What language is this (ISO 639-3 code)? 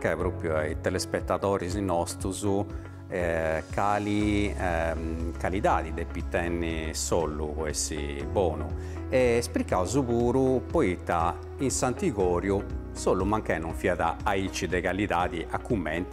srd